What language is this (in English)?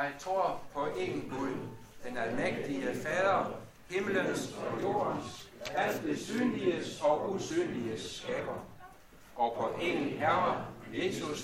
Danish